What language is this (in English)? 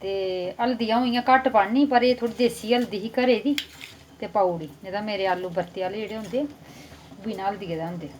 Dogri